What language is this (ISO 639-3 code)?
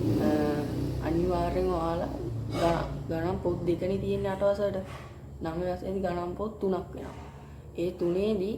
sin